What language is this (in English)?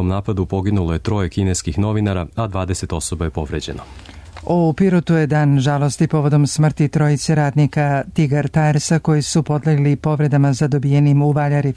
Serbian